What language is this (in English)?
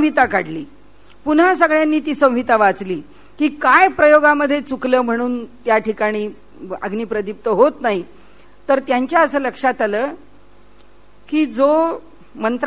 Marathi